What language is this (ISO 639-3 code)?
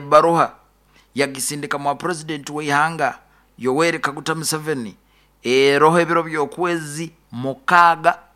nyo